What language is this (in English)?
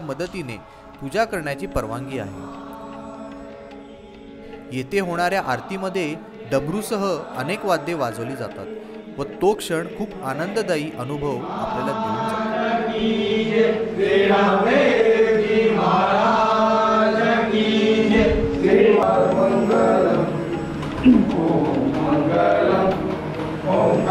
Marathi